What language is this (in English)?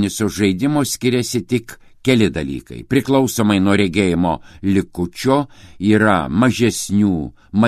Lithuanian